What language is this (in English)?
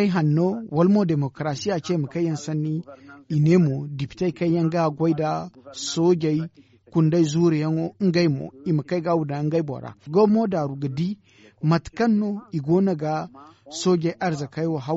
Zarma